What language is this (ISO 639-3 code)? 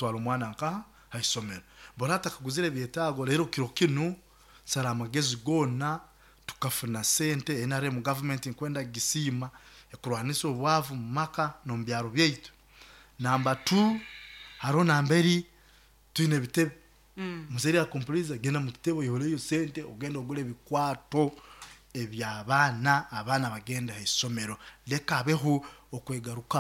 nyo